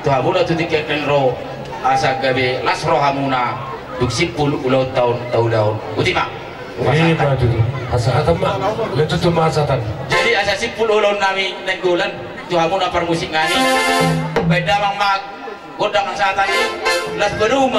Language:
Batak Toba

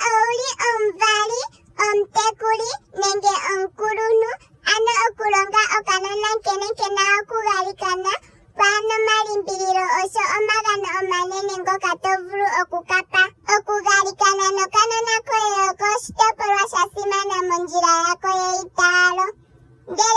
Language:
Ndonga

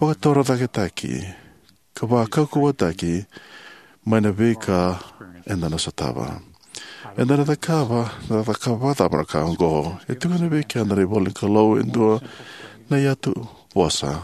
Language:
Fijian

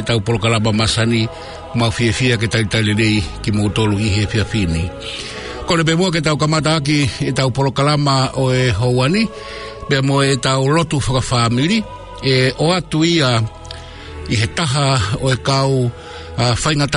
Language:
Tongan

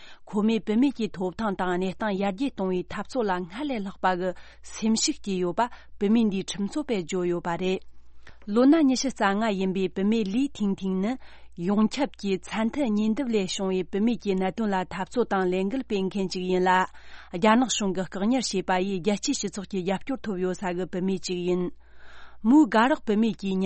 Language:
Tibetan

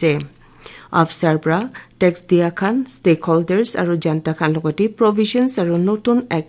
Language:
Naga Pidgin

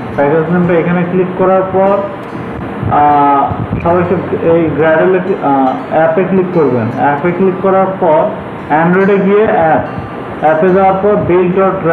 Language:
Bangla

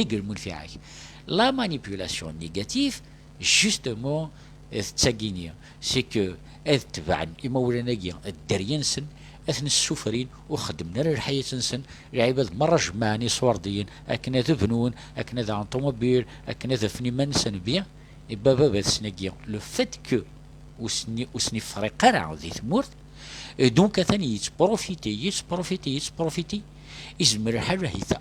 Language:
Kabyle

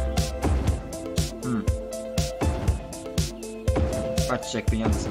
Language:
Polish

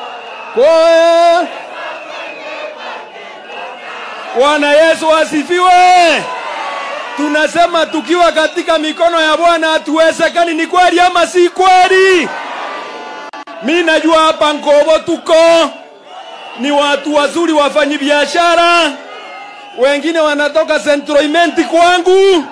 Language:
Swahili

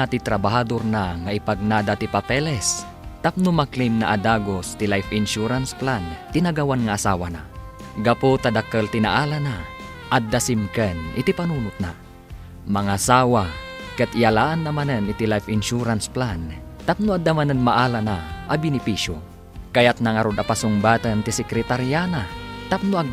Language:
Iloko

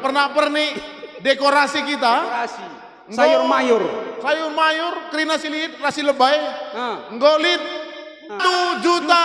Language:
Batak Karo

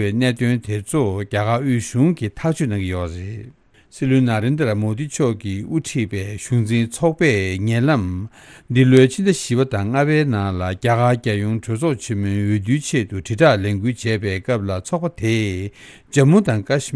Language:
Tibetan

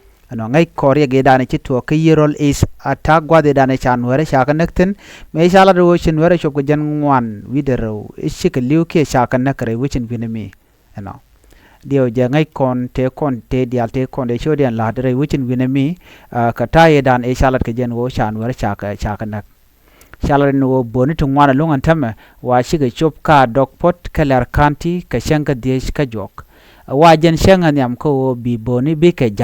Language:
Nuer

